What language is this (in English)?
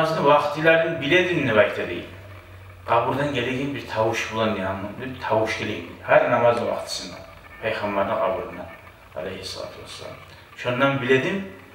Kumyk